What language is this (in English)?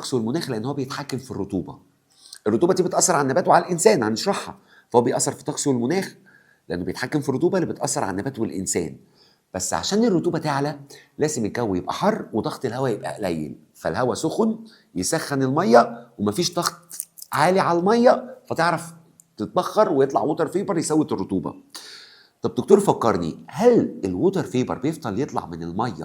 Egyptian Arabic